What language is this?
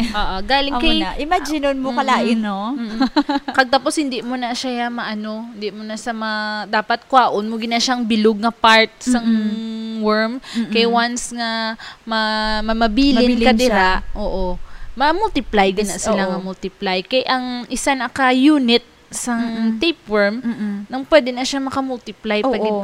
Hiligaynon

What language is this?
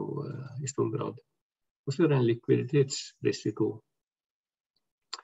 Norwegian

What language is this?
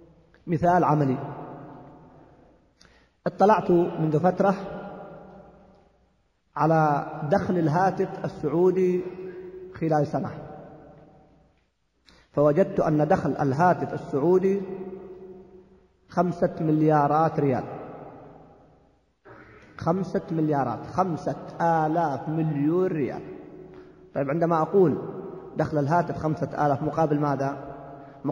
Arabic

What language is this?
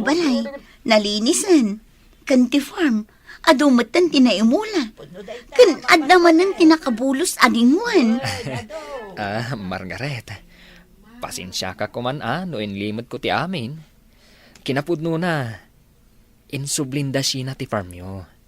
Iloko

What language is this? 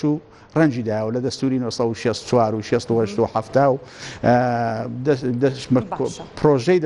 Central Kurdish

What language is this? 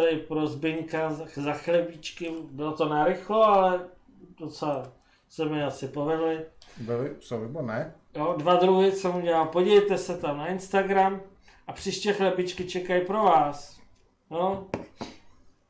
Czech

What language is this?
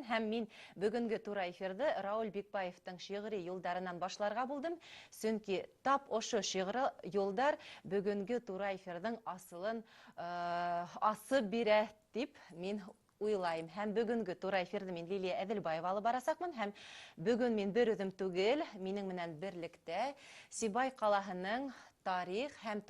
Bashkir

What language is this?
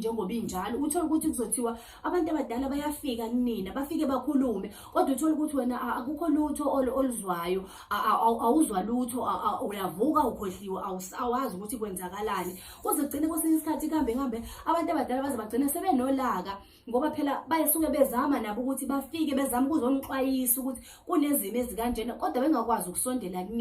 Zulu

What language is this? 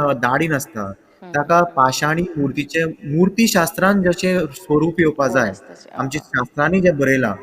Konkani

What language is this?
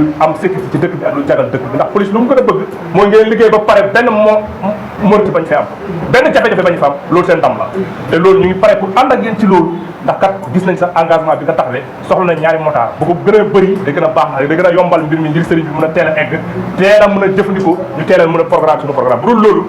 Wolof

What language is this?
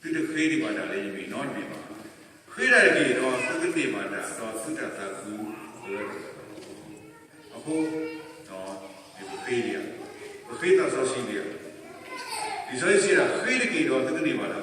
S'gaw Karen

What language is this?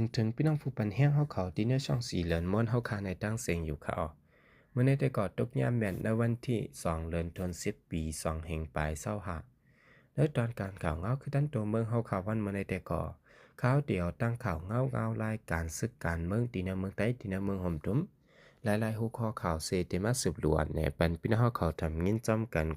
Shan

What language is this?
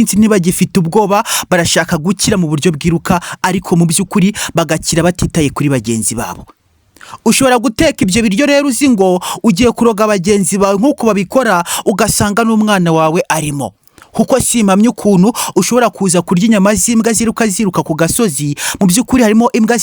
Kinyarwanda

